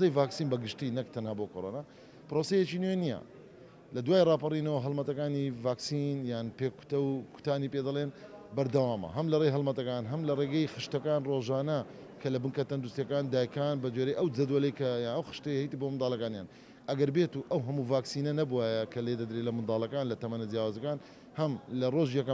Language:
Central Kurdish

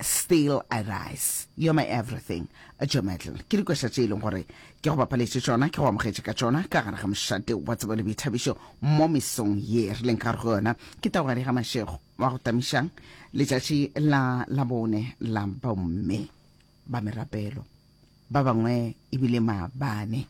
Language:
Northern Sotho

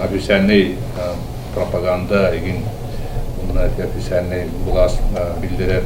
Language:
Yakut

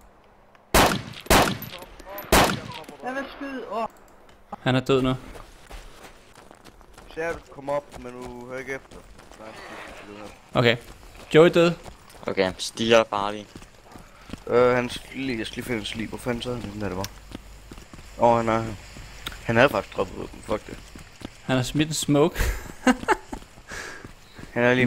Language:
Danish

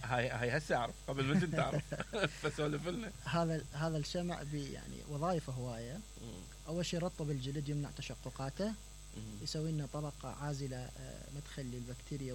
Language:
Mesopotamian Arabic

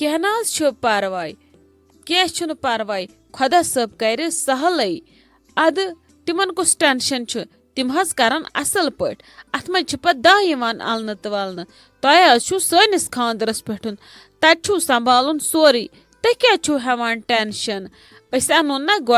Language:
Kashmiri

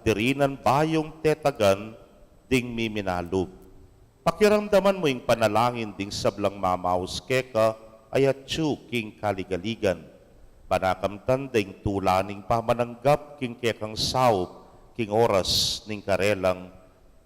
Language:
Pampanga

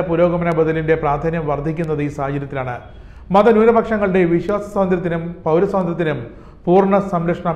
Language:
Malayalam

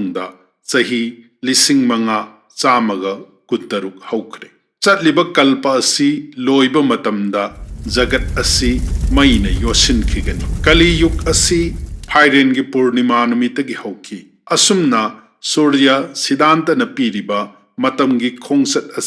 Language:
Manipuri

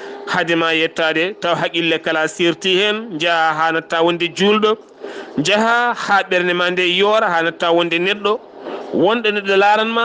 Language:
Fula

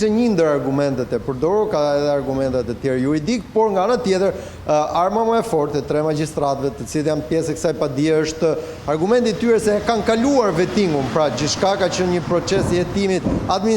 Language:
Albanian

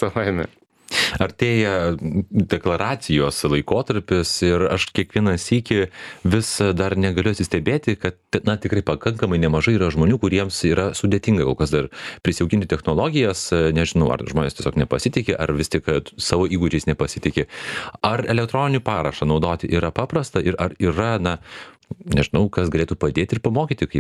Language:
Lithuanian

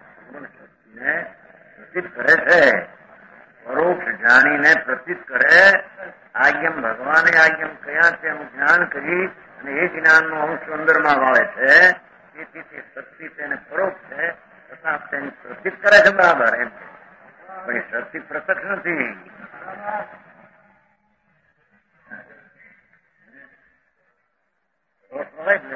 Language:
Gujarati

